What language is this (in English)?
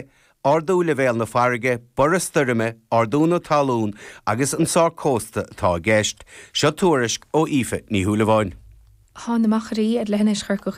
Irish